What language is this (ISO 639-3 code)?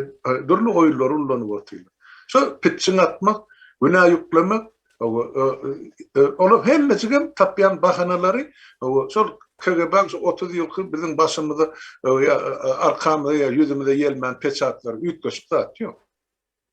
tuk